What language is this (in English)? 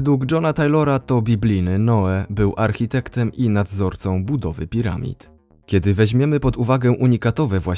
Polish